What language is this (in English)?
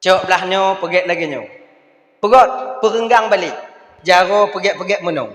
Achinese